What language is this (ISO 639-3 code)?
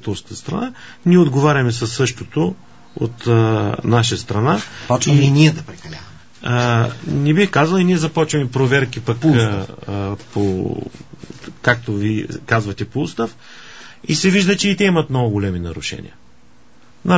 bul